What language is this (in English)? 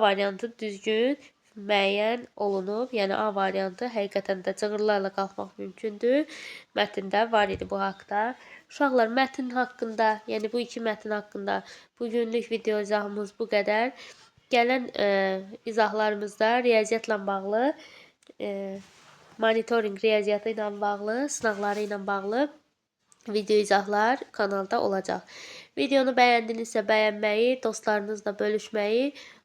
Azerbaijani